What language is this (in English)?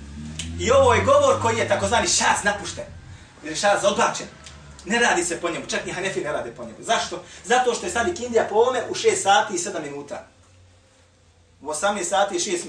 Bosnian